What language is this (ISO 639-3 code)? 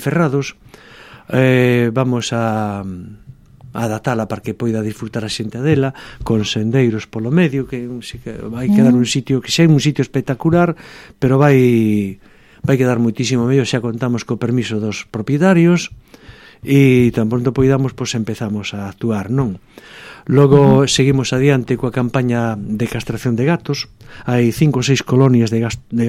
glg